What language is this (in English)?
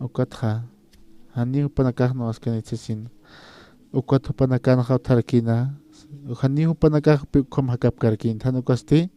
Aymara